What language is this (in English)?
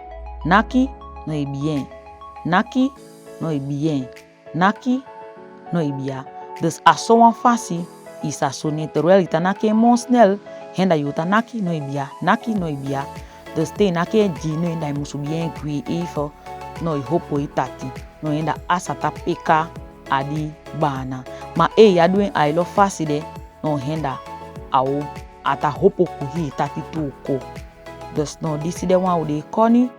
Saramaccan